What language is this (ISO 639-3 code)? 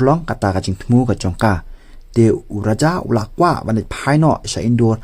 kha